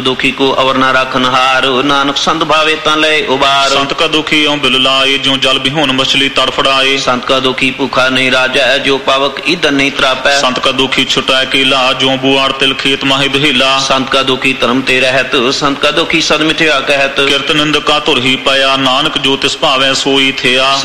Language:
Punjabi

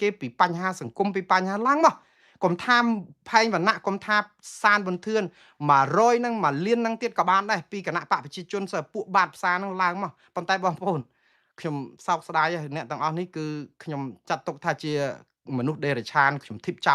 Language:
Khmer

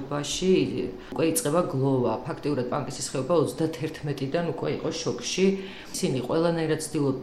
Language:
Georgian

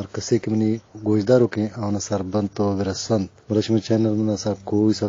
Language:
Eastern Balochi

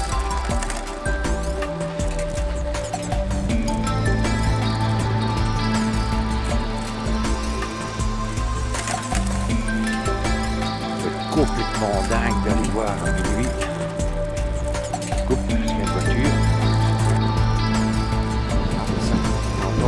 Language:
French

